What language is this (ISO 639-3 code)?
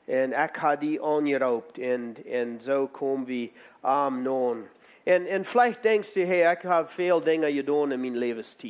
pdt